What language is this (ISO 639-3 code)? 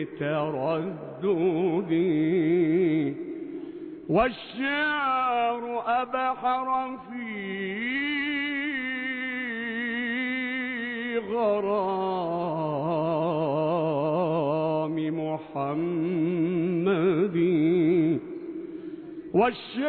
ara